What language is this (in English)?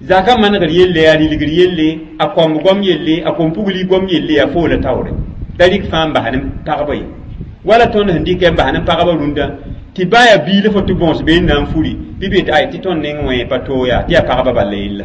Mossi